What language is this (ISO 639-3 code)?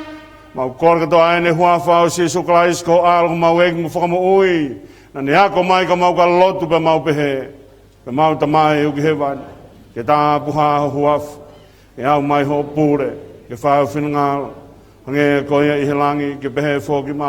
ton